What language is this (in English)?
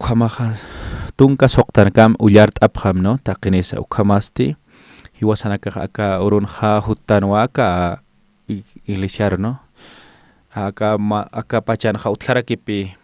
Aymara